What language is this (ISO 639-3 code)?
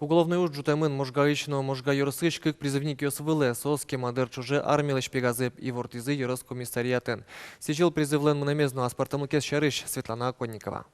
udm